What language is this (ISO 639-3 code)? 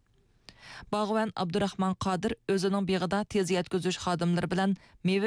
uig